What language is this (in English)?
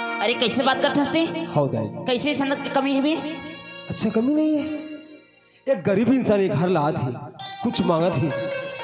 Chhattisgarhi